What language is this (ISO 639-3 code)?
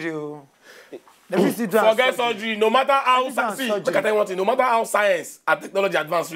pcm